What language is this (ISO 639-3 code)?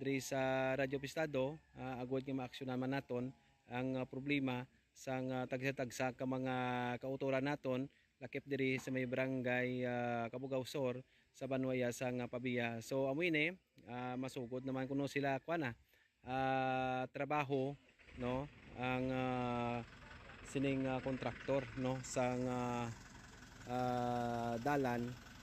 hil